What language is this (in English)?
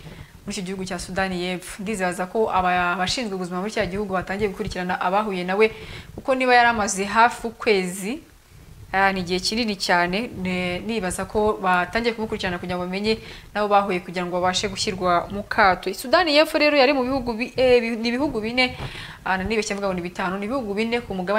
Kinyarwanda